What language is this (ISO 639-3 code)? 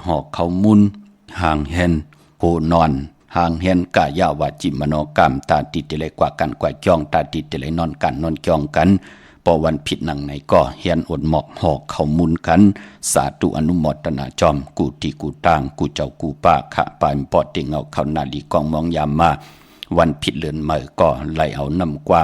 shn